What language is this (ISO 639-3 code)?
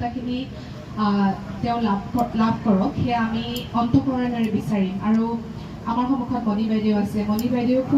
asm